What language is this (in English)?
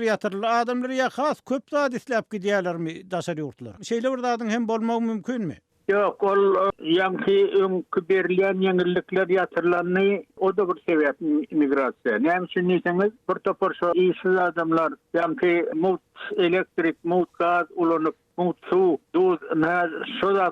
Turkmen